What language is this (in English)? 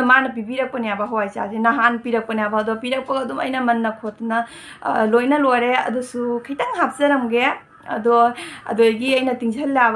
Manipuri